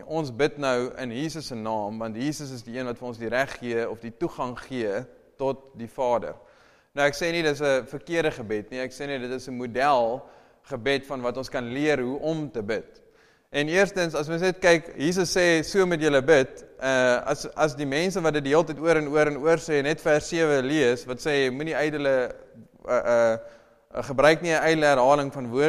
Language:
Afrikaans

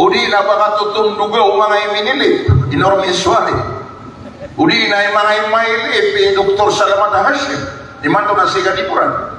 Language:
Maranao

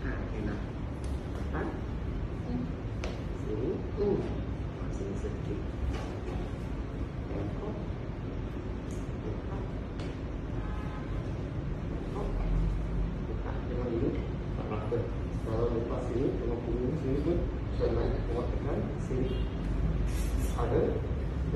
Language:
Malay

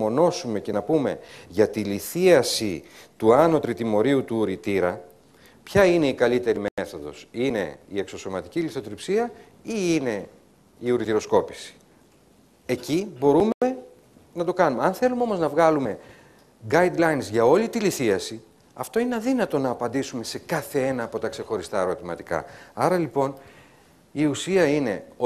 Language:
Greek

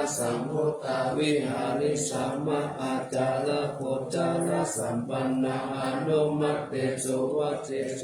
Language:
Pali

